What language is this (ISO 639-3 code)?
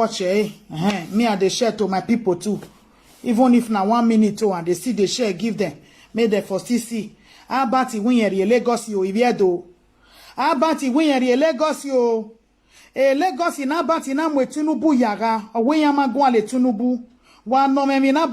pcm